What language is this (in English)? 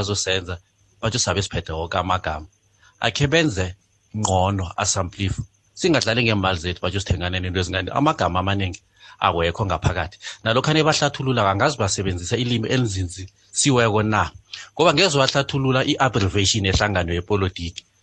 South Ndebele